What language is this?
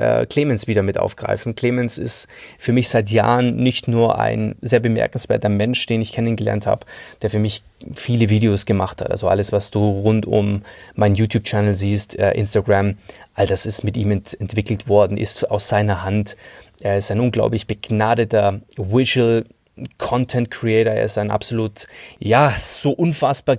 German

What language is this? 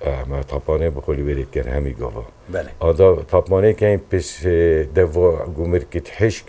Kurdish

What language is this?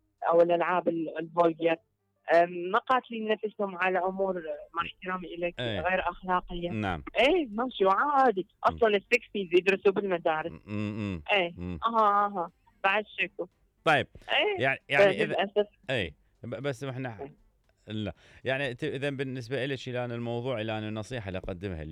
Mesopotamian Arabic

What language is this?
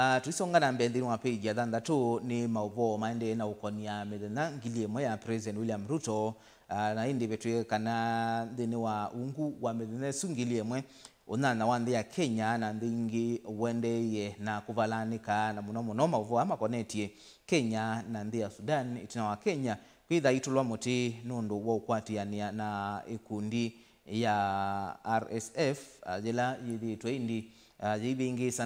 Kamba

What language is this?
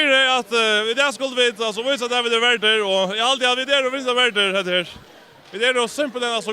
Faroese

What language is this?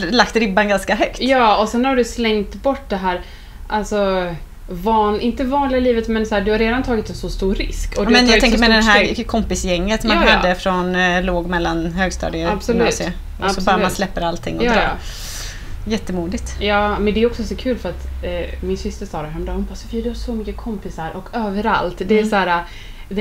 Swedish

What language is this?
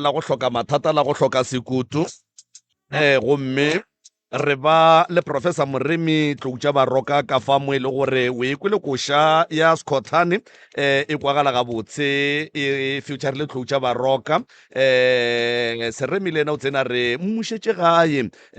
Northern Sotho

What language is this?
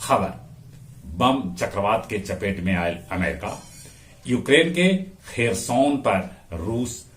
Magahi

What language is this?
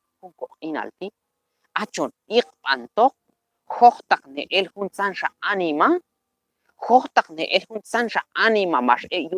Q'anjob'al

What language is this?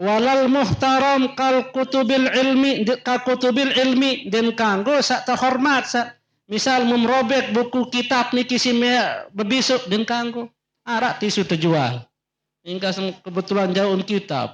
Sasak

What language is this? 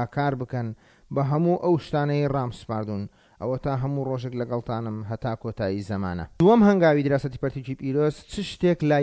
Central Kurdish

